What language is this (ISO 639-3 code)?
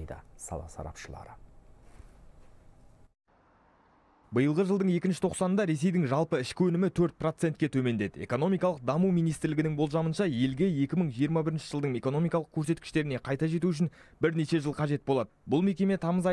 kaz